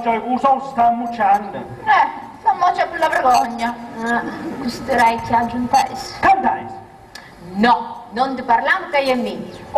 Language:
Sicilian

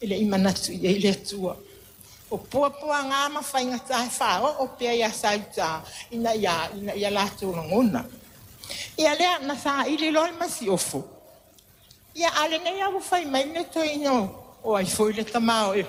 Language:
Samoan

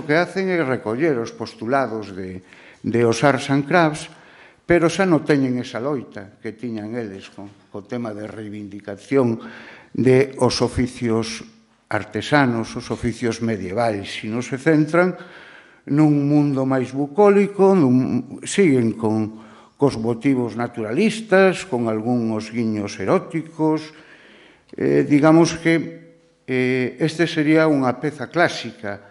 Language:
Galician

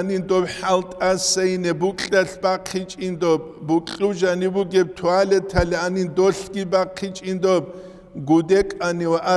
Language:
Avaric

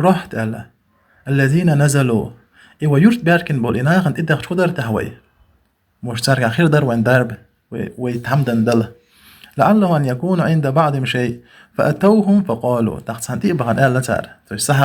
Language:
Chechen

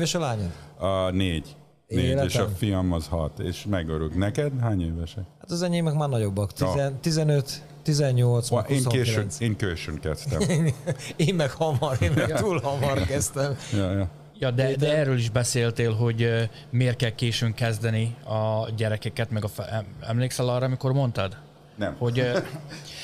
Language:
Hungarian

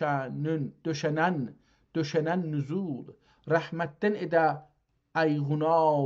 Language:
South Azerbaijani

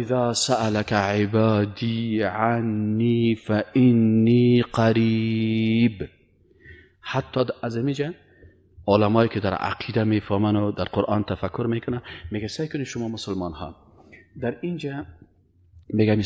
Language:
Persian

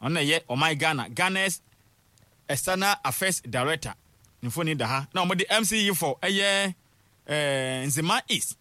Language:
Akan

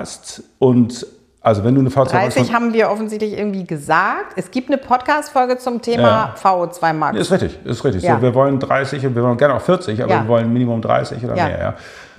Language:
German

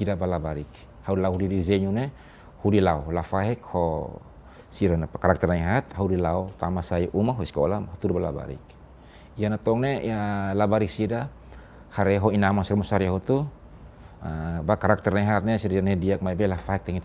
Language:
Tetum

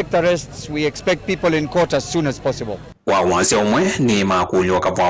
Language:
Kamba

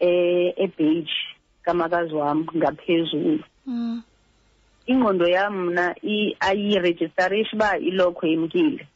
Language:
Xhosa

